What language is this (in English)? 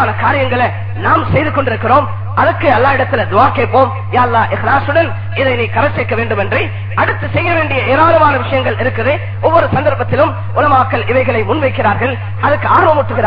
Tamil